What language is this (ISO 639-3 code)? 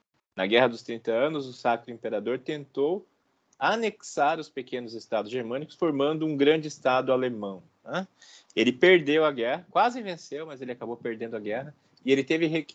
por